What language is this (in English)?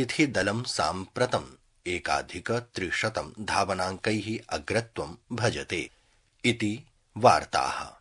Sanskrit